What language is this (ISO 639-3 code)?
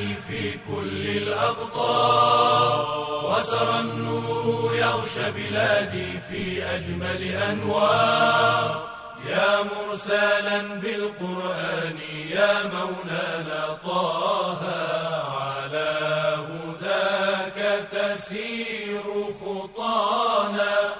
ara